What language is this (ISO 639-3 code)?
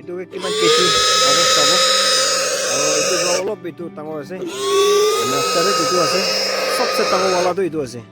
nag